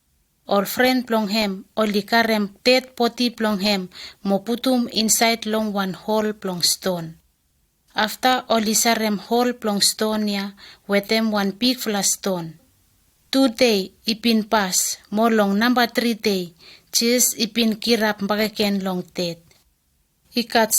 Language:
Bislama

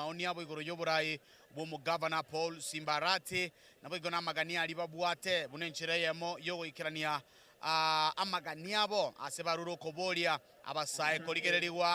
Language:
Gusii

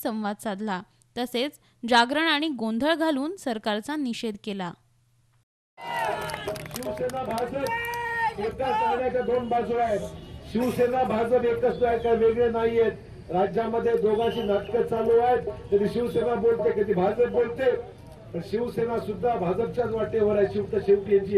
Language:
Marathi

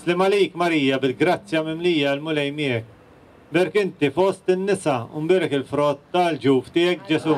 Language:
Maltese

